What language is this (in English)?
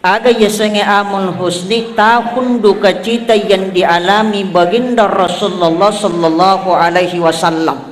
Buginese